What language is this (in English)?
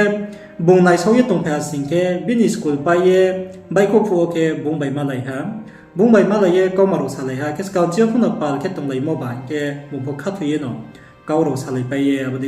Riang (India)